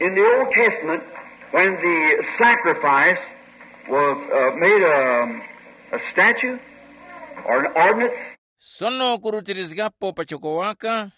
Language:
Tumbuka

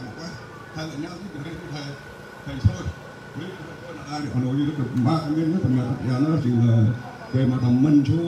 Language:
Central Mnong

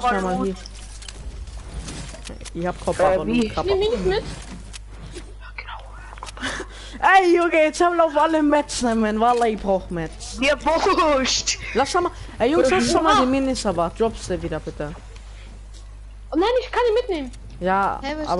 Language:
German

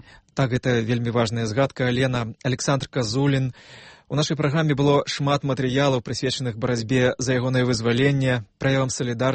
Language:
Belarusian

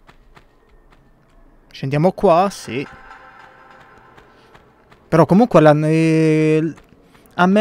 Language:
Italian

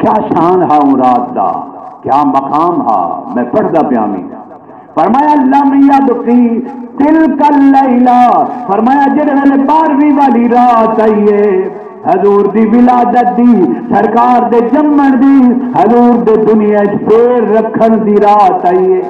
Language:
Saraiki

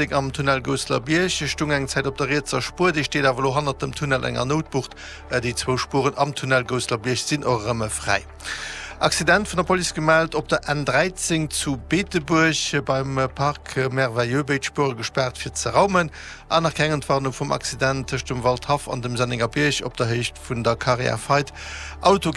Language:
Luxembourgish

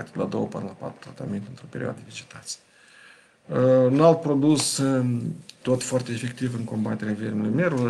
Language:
Romanian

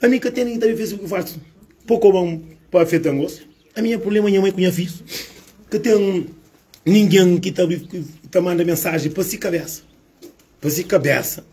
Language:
Kabuverdianu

